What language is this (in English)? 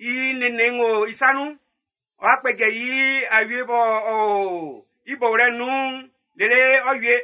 Baoulé